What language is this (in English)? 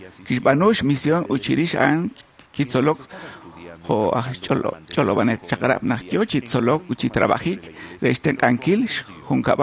Kekchí